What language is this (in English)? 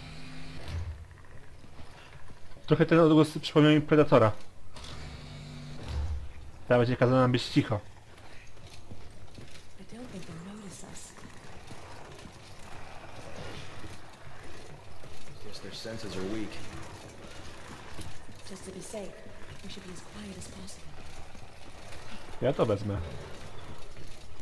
Polish